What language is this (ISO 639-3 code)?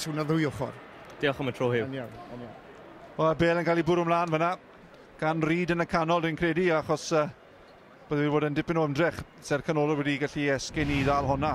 cym